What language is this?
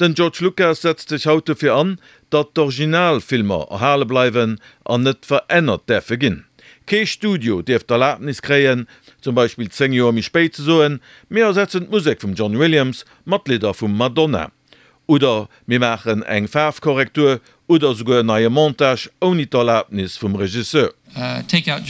Luxembourgish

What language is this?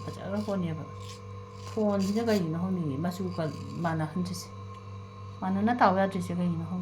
Manipuri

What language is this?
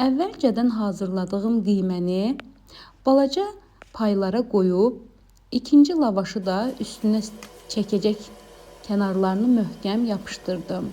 Azerbaijani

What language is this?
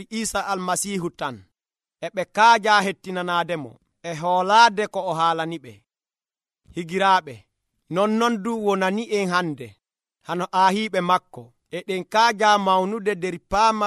Nigerian Fulfulde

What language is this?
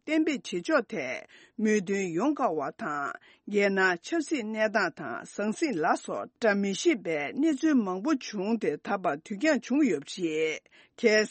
Tibetan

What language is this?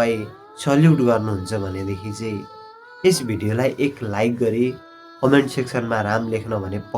Nepali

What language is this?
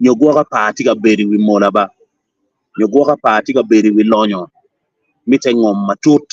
Acoli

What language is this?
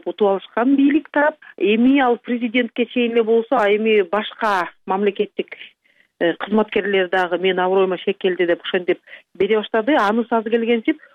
Kyrgyz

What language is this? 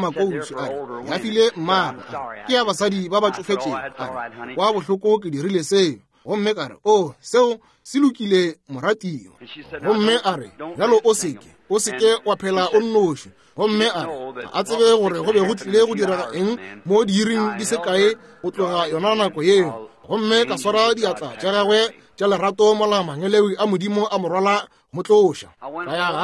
Northern Sotho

